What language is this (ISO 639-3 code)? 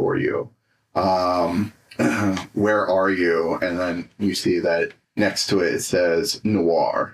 eng